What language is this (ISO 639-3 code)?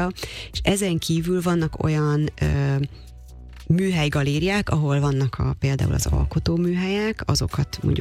hun